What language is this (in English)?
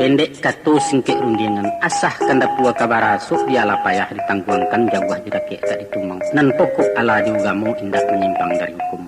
Minangkabau